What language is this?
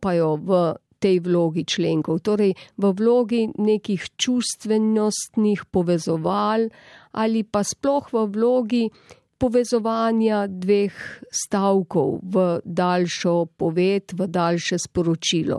Slovenian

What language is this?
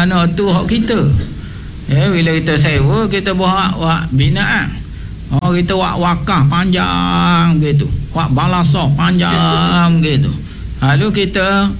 Malay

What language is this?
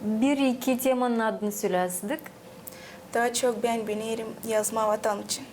Gagauz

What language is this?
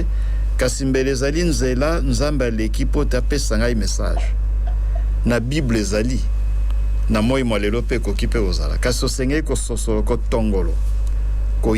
Lingala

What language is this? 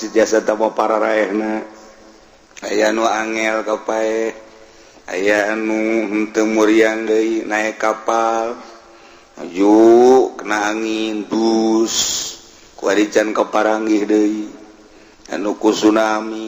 Sundanese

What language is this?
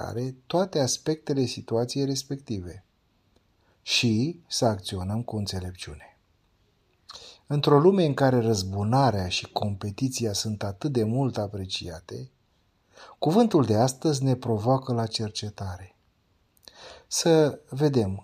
Romanian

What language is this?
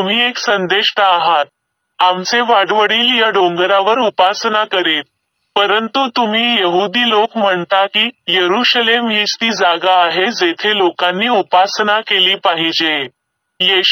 Marathi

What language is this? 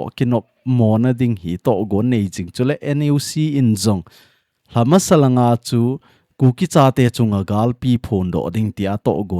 Thado Chin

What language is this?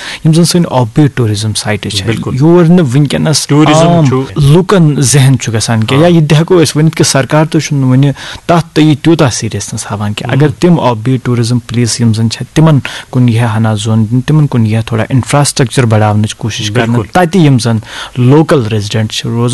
Kashmiri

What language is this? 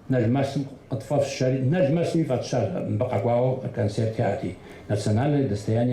Kabardian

